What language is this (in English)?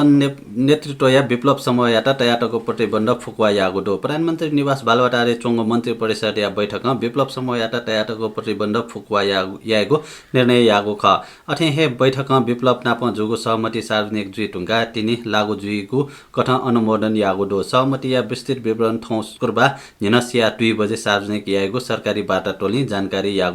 Newari